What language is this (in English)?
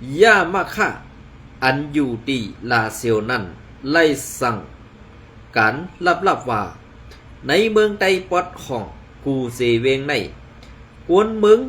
Shan